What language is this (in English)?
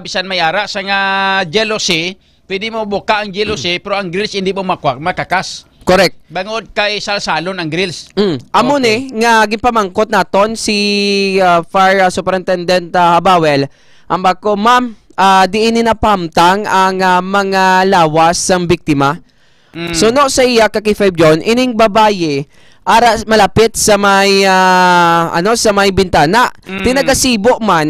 Hiligaynon